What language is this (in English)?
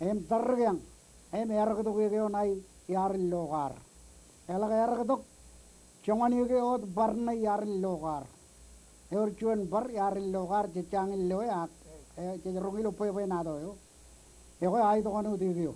Marshallese